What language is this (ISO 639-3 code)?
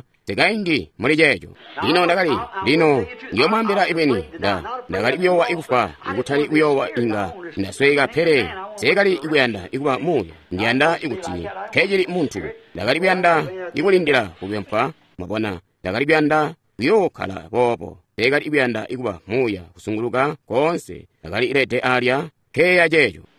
toi